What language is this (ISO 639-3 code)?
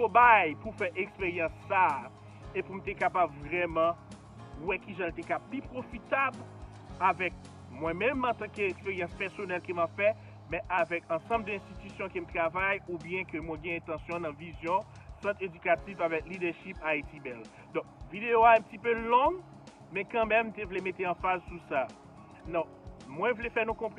hat